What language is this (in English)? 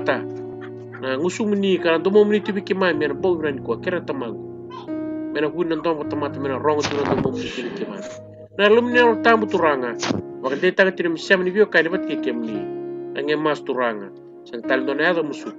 Fijian